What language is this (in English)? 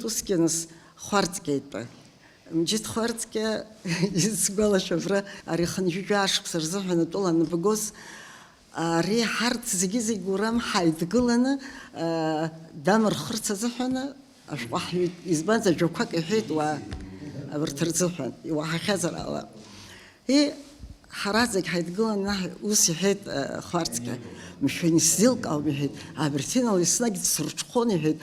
Abkhazian